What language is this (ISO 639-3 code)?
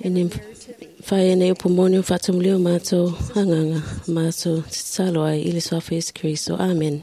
smo